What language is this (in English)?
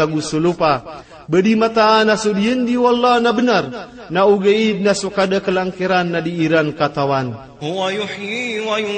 Maranao